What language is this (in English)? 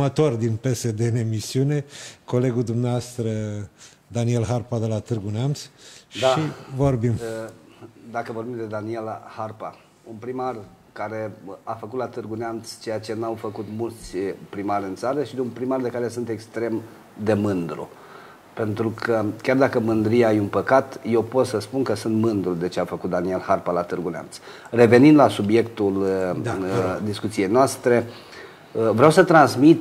Romanian